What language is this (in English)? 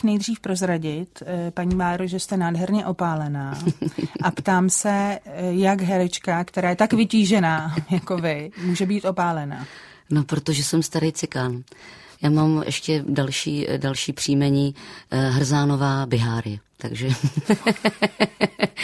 Czech